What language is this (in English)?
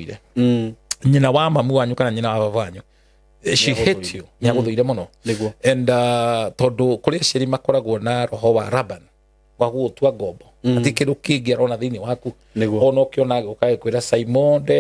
Kikuyu